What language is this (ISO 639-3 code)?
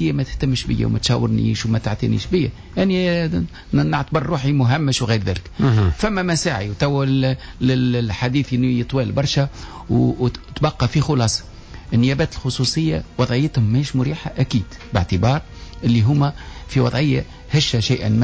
aeb